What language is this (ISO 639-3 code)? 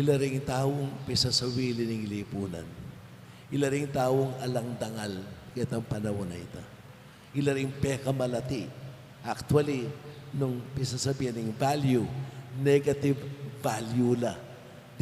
pam